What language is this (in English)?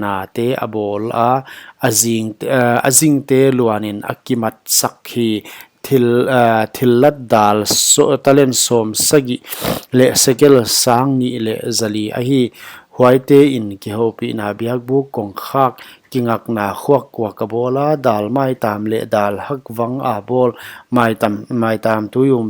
Paite Chin